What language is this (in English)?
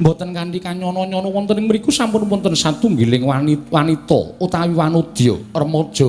Javanese